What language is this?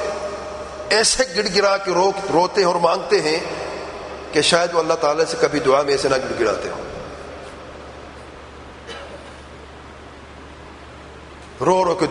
Urdu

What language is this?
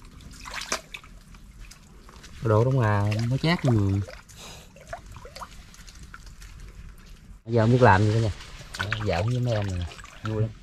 Vietnamese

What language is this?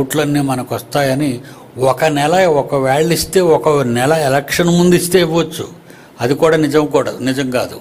Telugu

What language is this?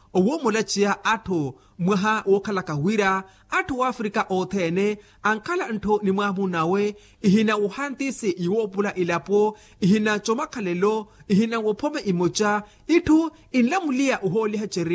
Makhuwa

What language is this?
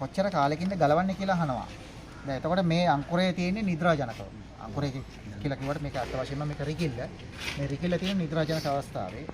Sinhala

